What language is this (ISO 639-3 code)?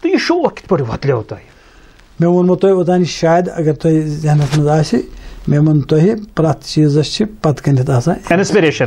kas